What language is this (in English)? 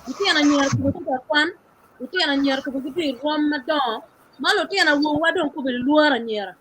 Acoli